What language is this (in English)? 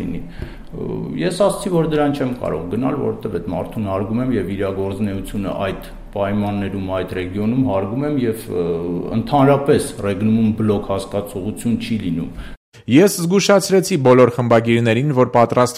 Armenian